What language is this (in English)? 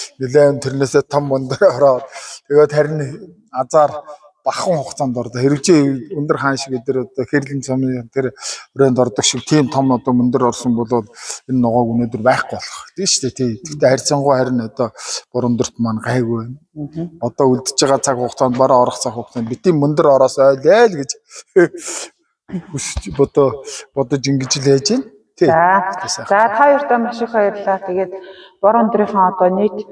Mongolian